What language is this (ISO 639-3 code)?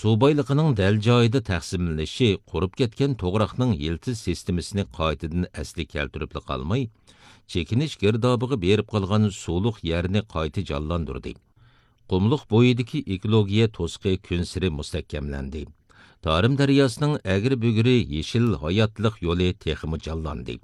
uig